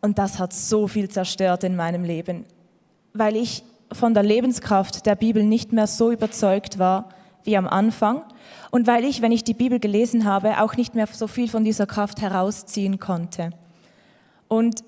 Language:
Swiss German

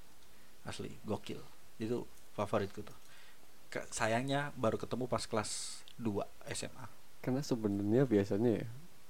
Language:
Indonesian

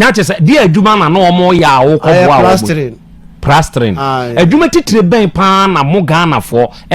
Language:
Akan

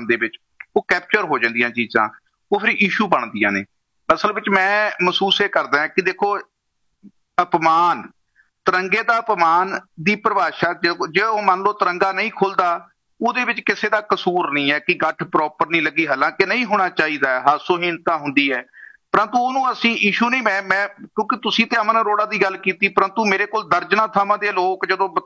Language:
Punjabi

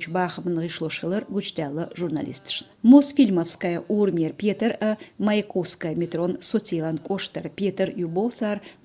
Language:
Chechen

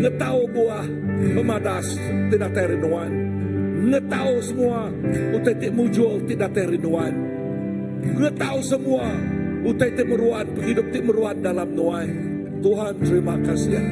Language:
Iban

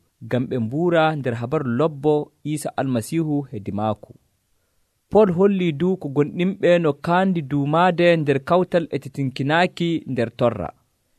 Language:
Nigerian Fulfulde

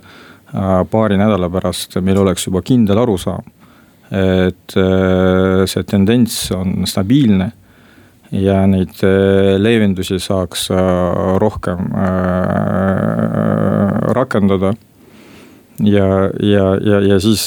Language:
Estonian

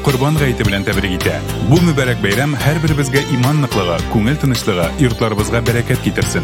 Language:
Tatar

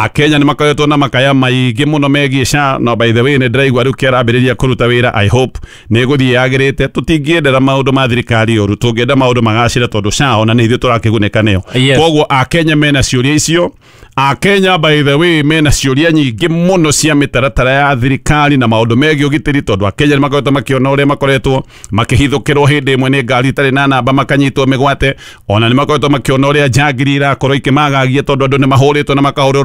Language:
Kikuyu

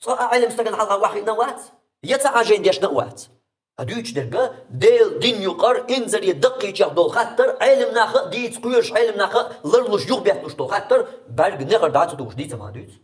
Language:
Chechen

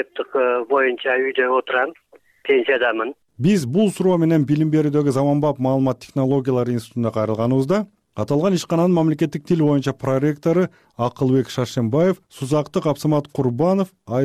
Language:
Kyrgyz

